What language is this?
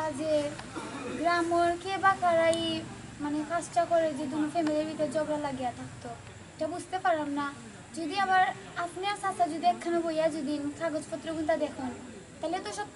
Sylheti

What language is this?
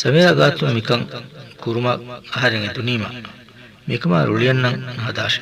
Divehi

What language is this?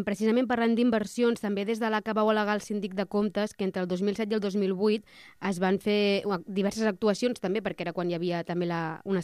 Catalan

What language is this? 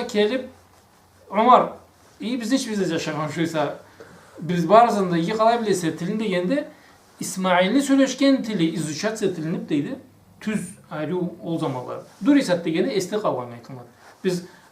Karachay-Balkar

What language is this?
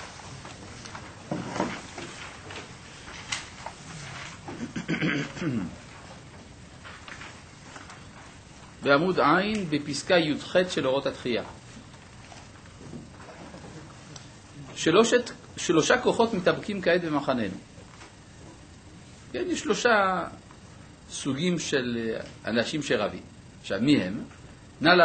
Hebrew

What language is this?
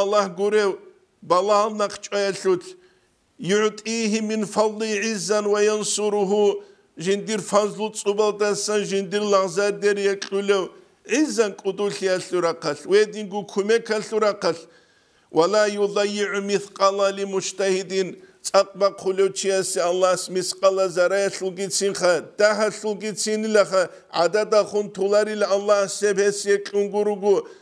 Avaric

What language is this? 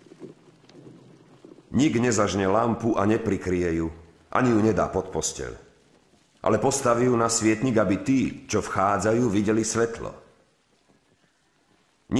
Slovak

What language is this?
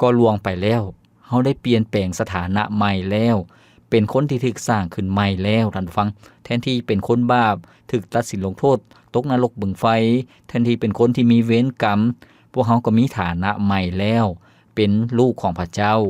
Lao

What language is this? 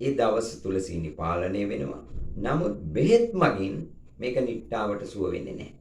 Sinhala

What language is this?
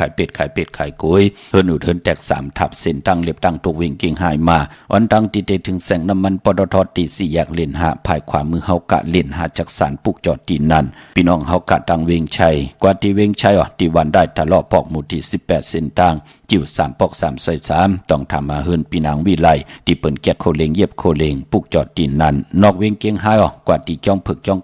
Shan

